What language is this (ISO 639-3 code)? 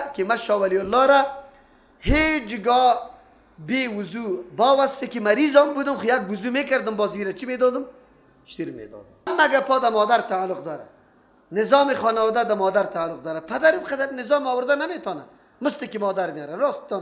fas